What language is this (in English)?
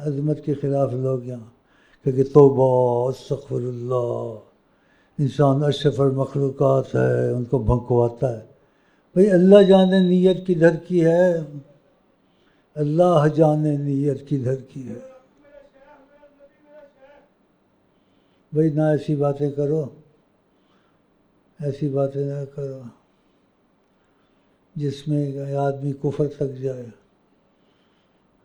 Urdu